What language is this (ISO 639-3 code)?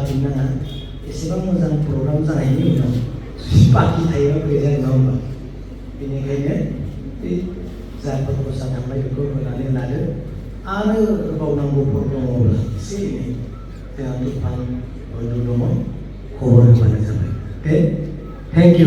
brx